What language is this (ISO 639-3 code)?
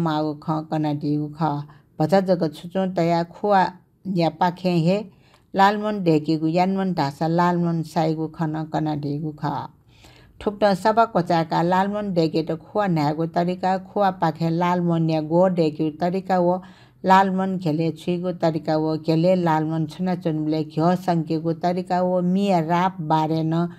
new